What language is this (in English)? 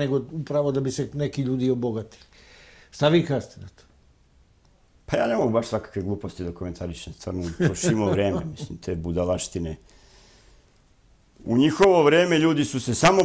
Serbian